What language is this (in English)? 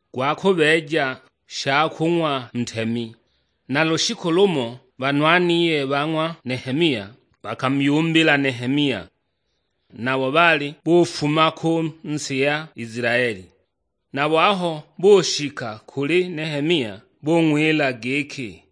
Sukuma